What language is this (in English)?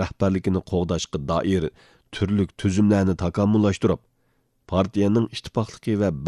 Uyghur